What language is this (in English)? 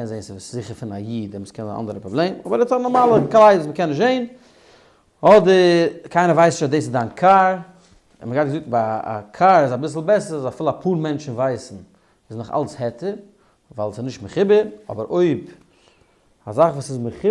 Yiddish